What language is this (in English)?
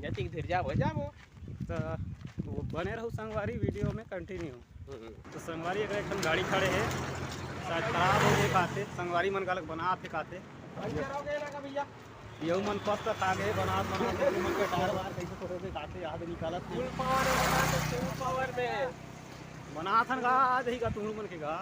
Chhattisgarhi